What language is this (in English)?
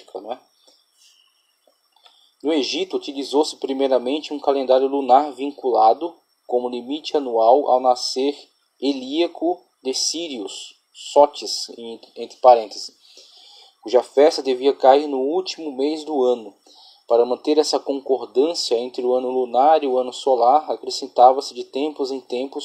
Portuguese